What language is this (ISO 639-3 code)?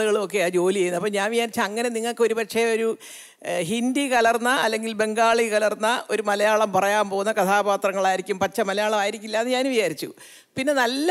mal